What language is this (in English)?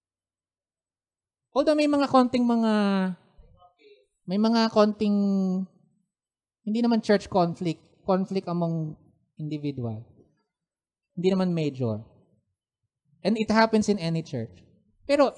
Filipino